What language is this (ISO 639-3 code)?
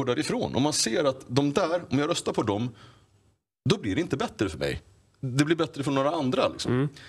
swe